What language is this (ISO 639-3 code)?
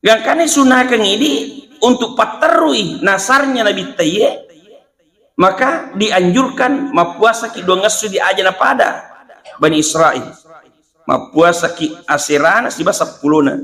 bug